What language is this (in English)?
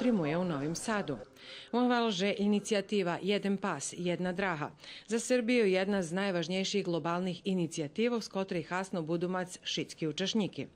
Rusyn